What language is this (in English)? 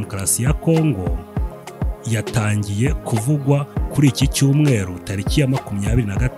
Kinyarwanda